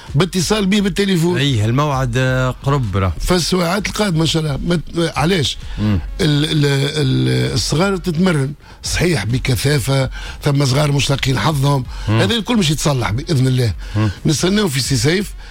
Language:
Tunisian Arabic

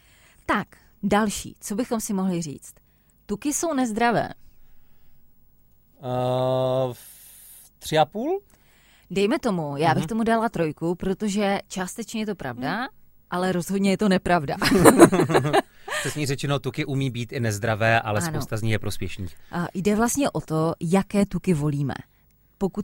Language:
Czech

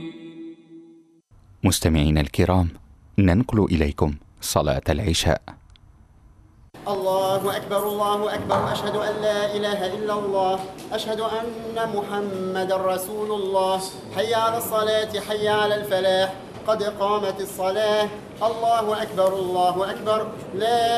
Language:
Arabic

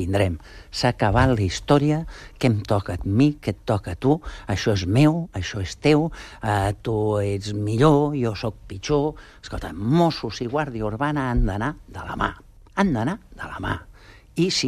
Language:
Catalan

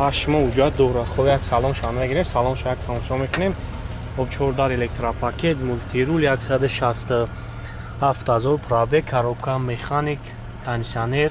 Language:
Tajik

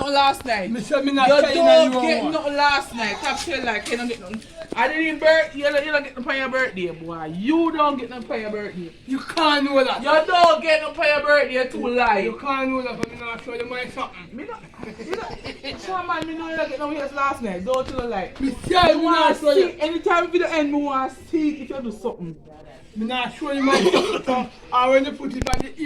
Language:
Jamaican Creole English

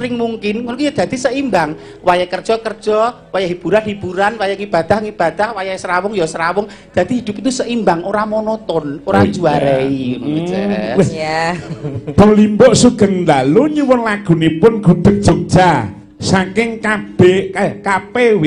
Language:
Javanese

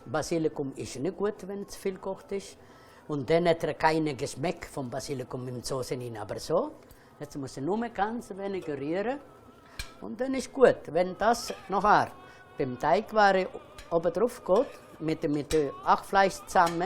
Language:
Swiss German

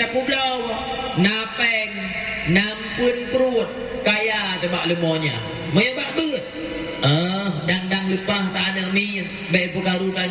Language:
Achinese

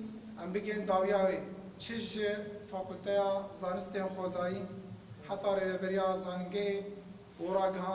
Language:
Kurdish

